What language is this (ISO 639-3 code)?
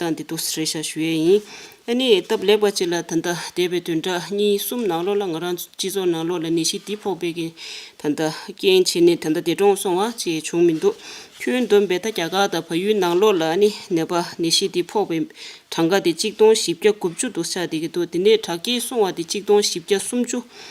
bod